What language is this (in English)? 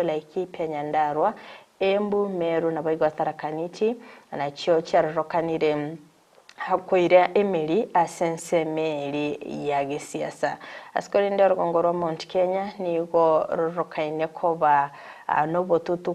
Gusii